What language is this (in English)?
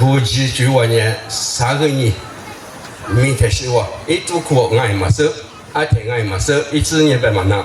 Lisu